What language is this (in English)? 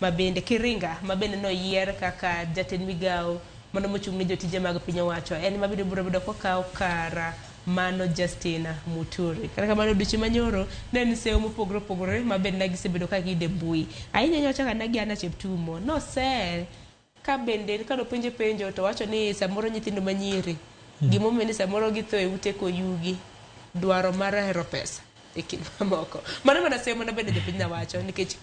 Luo (Kenya and Tanzania)